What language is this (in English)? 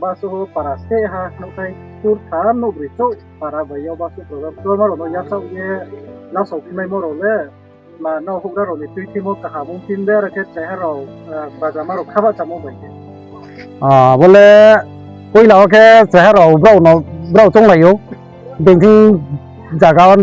Riang (India)